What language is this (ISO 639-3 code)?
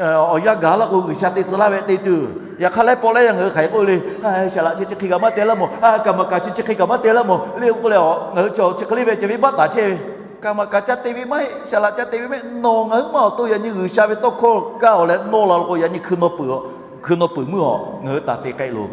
lhu